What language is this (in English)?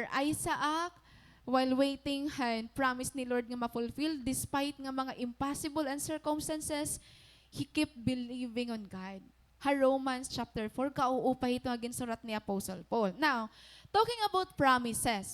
Waray